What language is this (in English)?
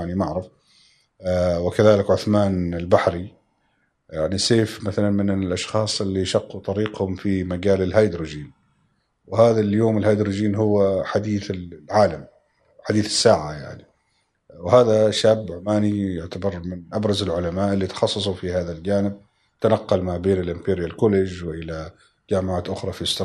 Gulf Arabic